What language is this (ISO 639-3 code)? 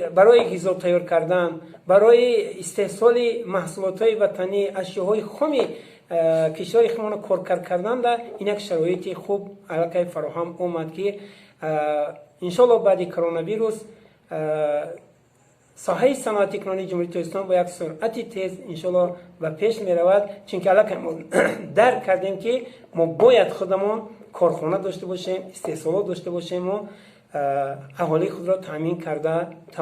tgk